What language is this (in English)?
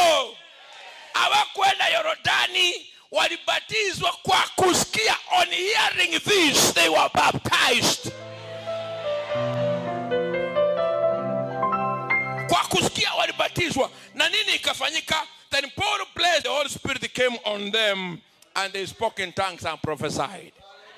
Swahili